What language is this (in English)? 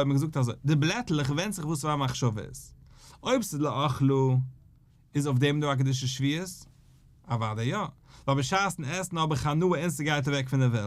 Yiddish